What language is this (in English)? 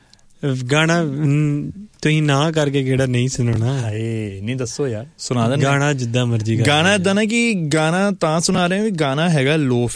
Punjabi